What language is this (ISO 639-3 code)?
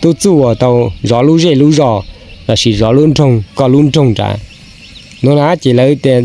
hmn